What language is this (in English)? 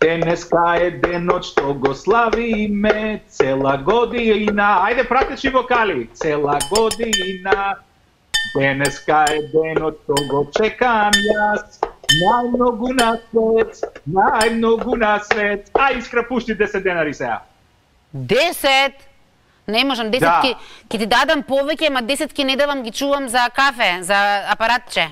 Macedonian